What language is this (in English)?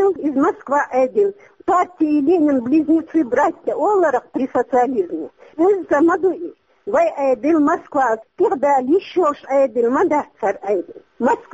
Chechen